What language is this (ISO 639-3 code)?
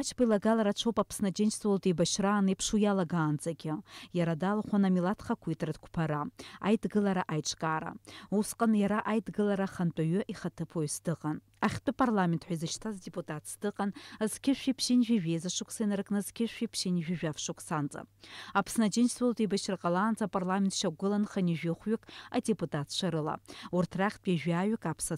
abk